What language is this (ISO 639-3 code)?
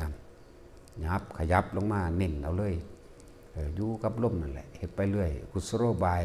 tts